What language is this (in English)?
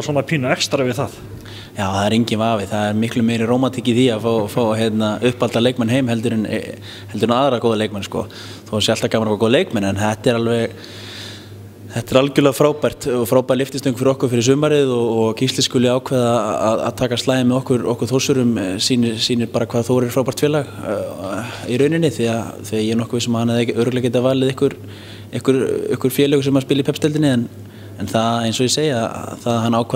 Icelandic